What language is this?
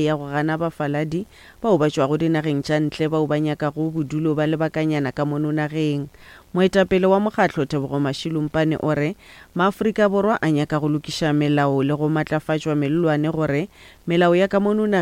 Northern Sotho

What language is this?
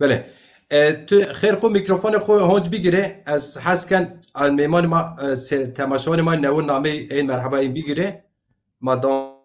Zaza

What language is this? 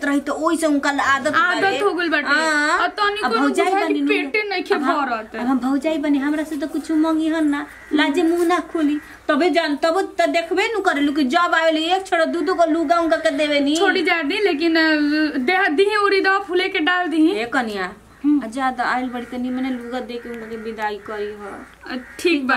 Bhojpuri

